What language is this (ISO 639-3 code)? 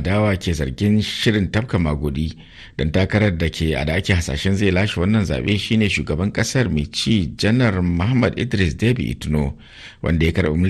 hau